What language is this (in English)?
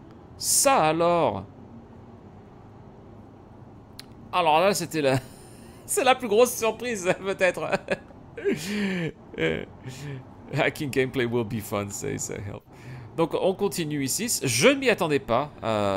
French